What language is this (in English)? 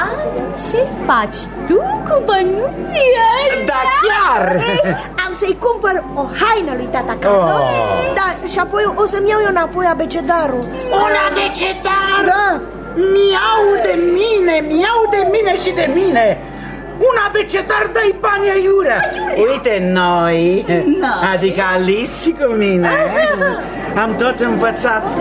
Romanian